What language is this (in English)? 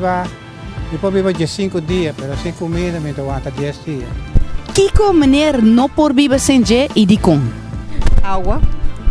Papiamento